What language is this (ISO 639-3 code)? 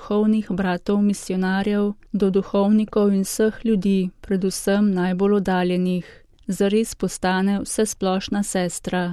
slv